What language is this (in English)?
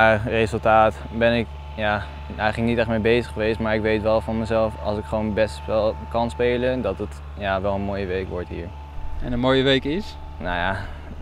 Dutch